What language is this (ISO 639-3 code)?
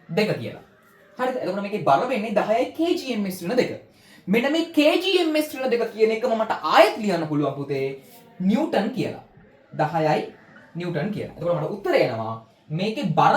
sin